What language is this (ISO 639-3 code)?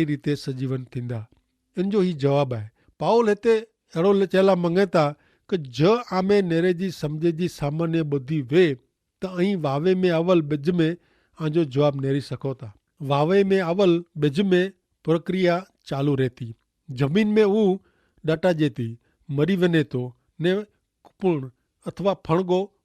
kfr